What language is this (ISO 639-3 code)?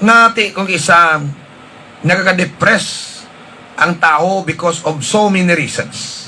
hil